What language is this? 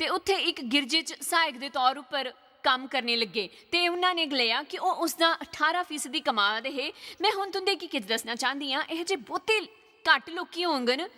Dogri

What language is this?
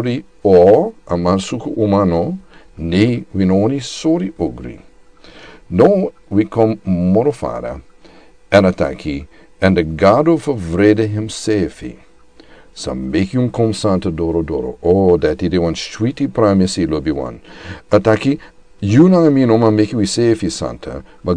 Sranan Tongo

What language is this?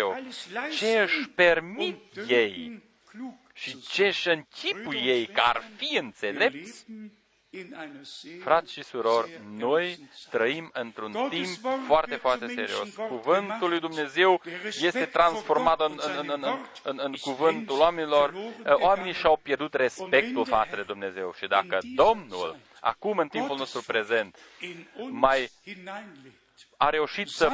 Romanian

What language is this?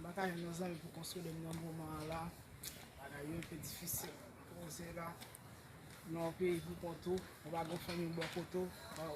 Haitian Creole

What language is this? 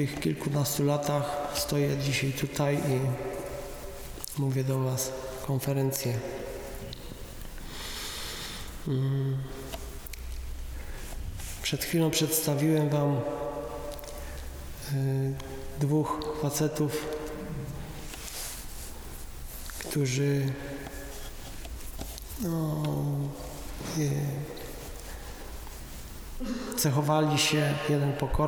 Polish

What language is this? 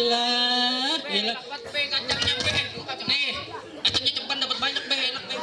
Betawi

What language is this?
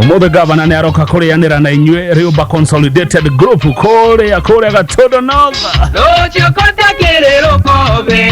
Kikuyu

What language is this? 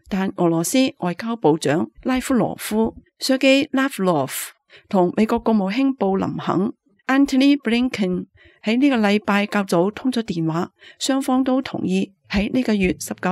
Cantonese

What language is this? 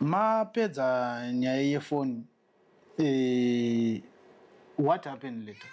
Shona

